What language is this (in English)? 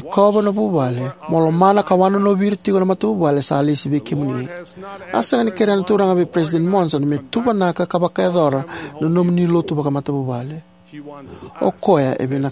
Fijian